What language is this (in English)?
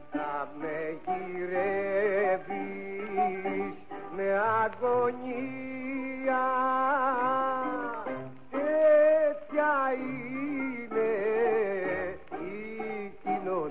Greek